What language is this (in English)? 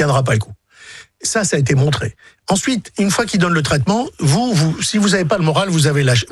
French